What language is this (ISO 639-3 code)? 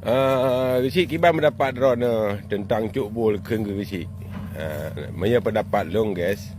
ace